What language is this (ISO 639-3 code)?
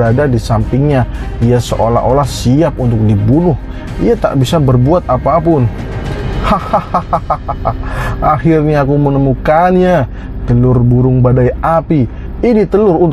ind